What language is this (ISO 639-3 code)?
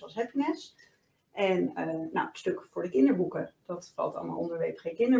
nld